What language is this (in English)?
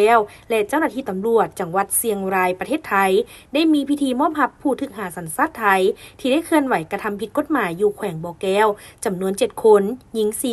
Lao